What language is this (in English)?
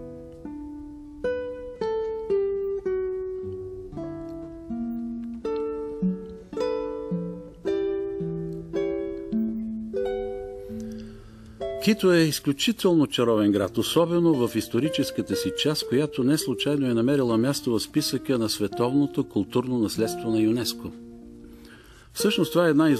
Bulgarian